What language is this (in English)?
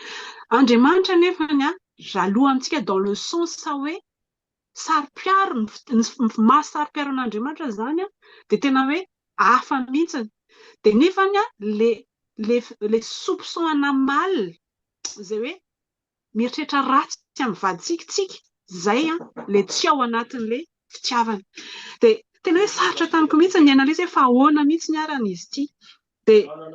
Malagasy